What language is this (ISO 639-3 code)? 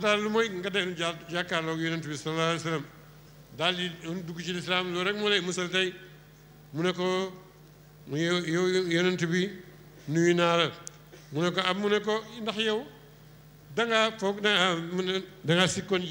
wol